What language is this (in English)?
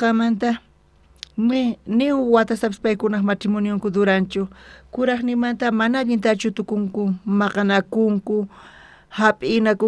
South Bolivian Quechua